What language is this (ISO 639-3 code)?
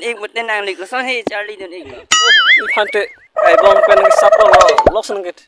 mjw